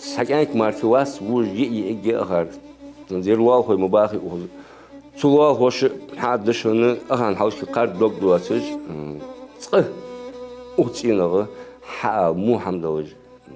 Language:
Ingush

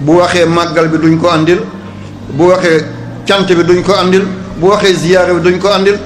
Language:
Wolof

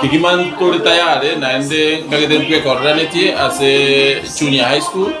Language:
Gusii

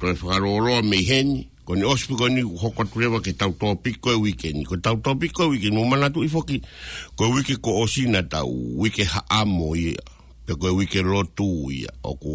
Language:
Tongan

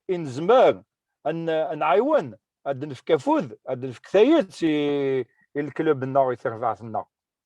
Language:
Kabyle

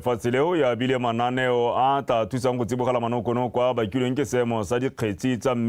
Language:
Tswana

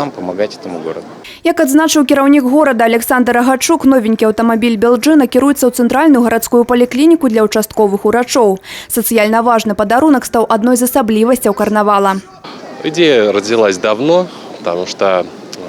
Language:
Belarusian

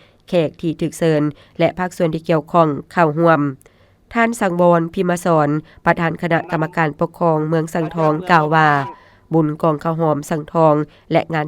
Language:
Lao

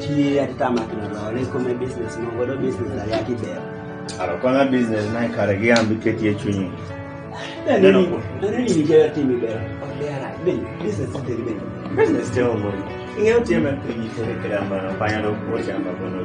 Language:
Kumam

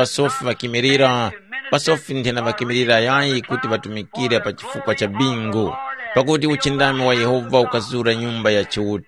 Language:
Tumbuka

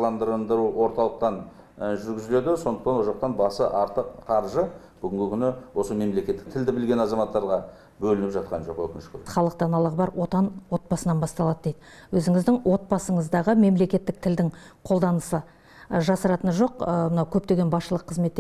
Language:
Kazakh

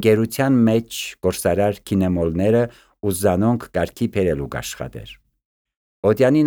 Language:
Armenian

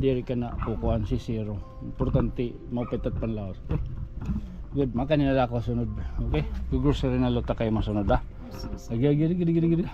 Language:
Waray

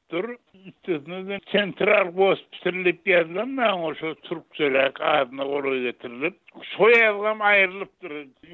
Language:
Turkmen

